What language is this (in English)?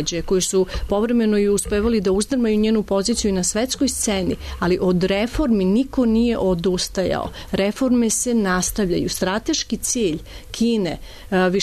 Serbian